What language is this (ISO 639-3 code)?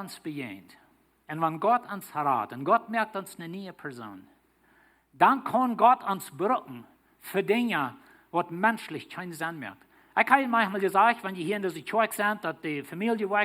pdt